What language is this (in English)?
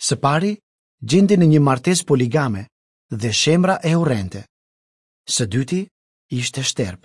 Albanian